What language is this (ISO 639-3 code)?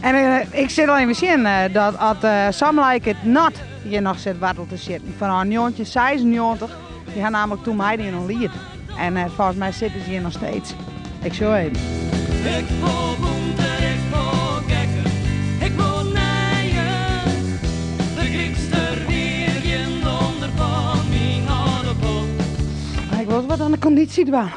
fry